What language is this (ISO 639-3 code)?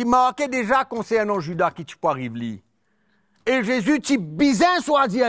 mfe